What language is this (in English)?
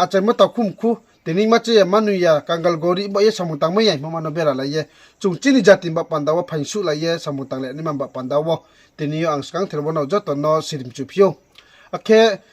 Riang (India)